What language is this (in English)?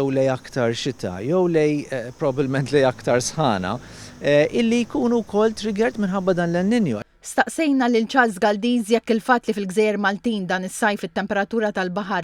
Maltese